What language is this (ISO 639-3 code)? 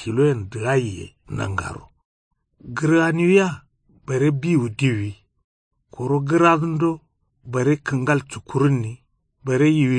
kau